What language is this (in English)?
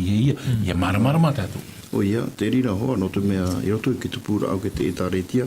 Tahitian